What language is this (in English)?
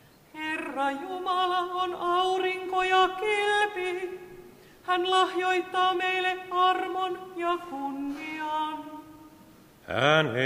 Finnish